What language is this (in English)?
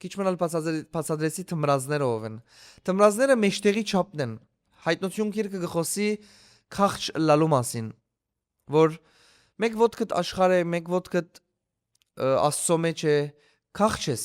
Western Armenian